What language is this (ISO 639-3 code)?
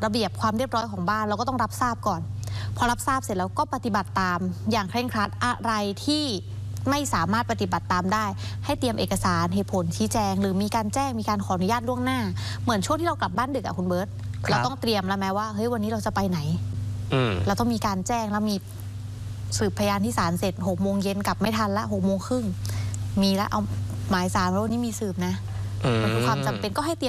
tha